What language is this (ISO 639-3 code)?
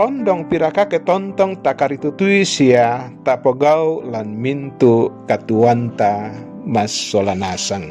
sda